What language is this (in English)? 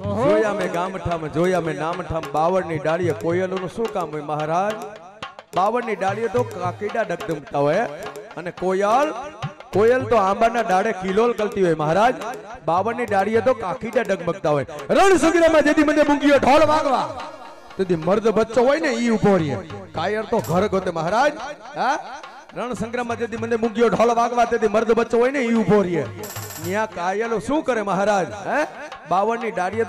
Gujarati